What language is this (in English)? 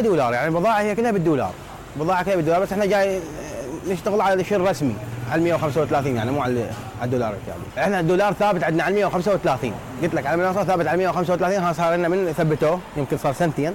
Mesopotamian Arabic